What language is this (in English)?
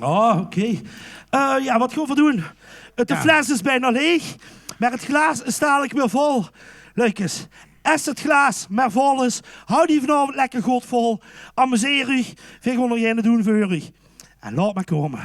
Limburgish